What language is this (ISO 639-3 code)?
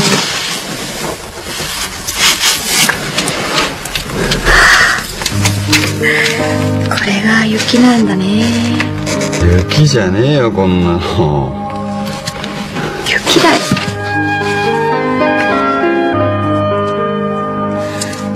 jpn